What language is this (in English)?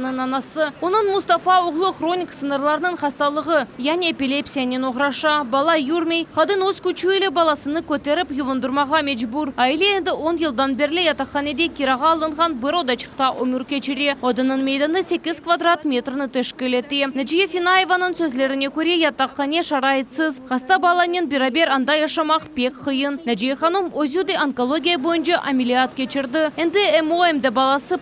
Crimean Tatar